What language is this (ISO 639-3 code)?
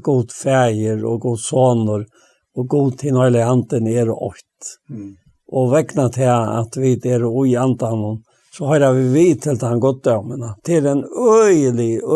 fao